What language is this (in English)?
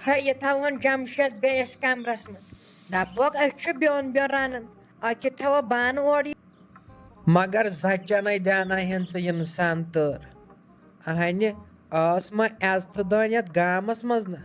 Kashmiri